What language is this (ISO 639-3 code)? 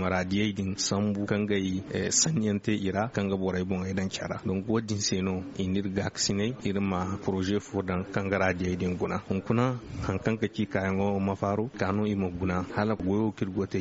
dje